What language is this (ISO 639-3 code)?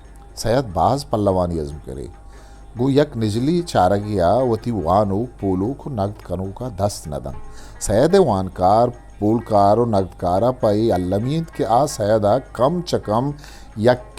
bgp